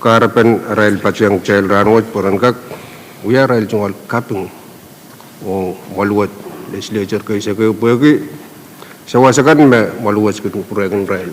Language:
Pohnpeian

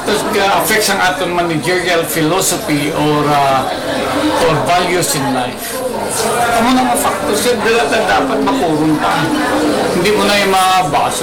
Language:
Hiligaynon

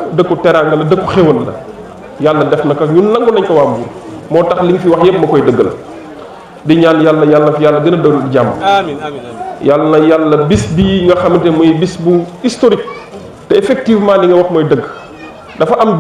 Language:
Wolof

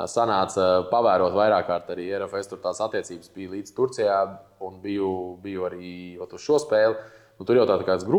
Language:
Latvian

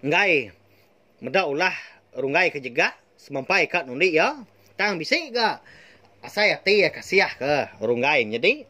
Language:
Iban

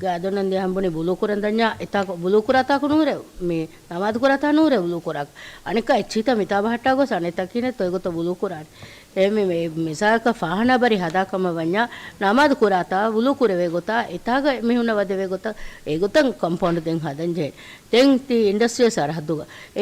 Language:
Divehi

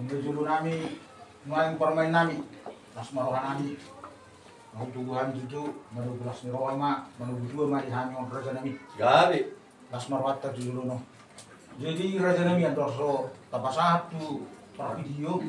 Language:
Batak Toba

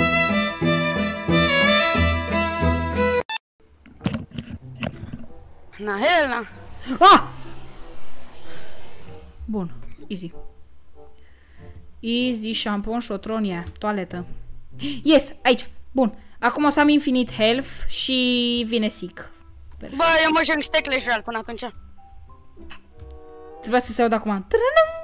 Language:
Romanian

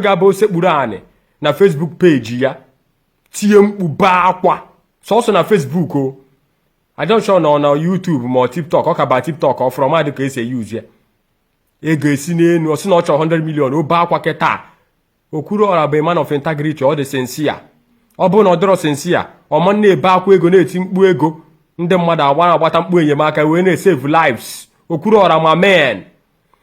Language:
Igbo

